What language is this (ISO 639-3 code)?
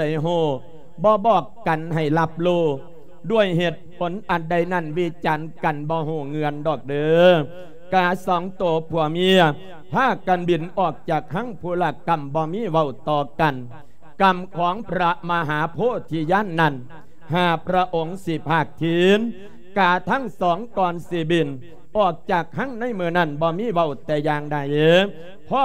lao